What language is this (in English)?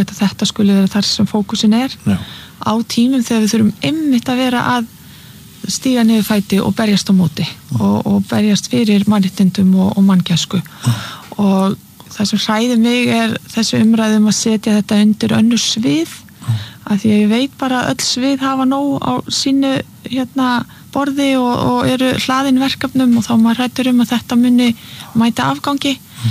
Icelandic